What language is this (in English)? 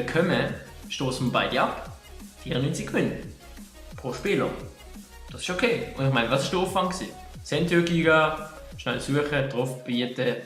Swiss German